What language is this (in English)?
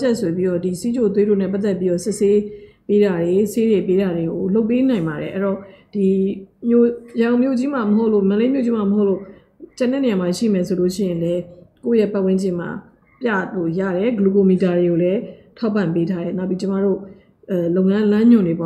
Burmese